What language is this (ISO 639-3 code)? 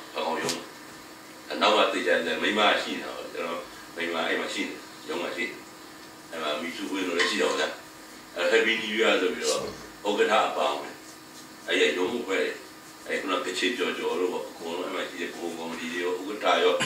mya